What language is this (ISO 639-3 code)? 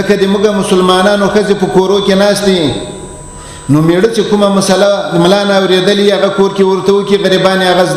pus